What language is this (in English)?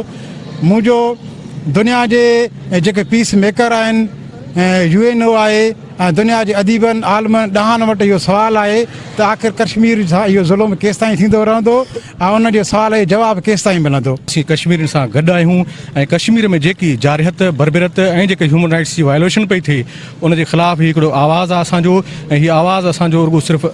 Sindhi